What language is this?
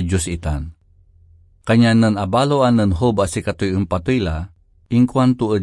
Pangasinan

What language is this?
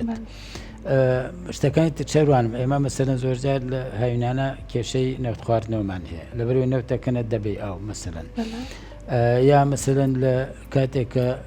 Central Kurdish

